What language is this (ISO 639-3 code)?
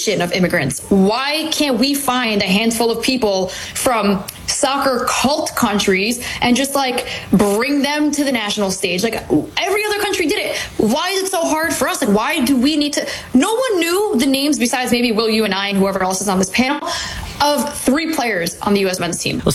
eng